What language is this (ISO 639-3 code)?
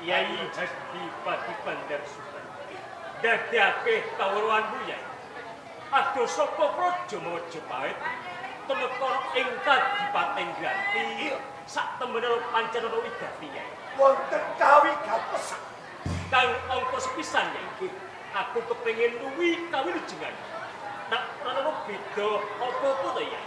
jav